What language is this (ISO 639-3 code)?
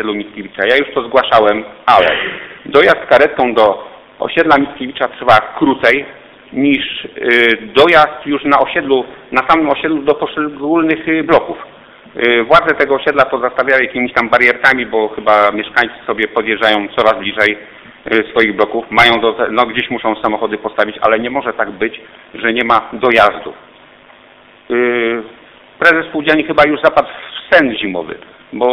pol